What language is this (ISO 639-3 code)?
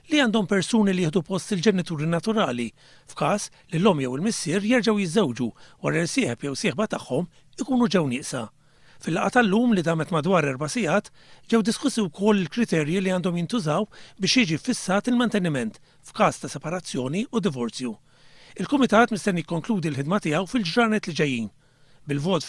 mlt